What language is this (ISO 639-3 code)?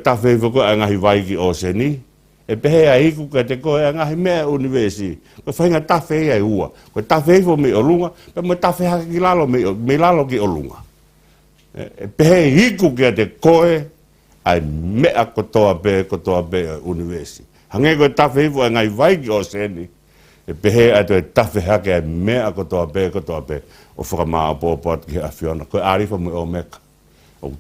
ton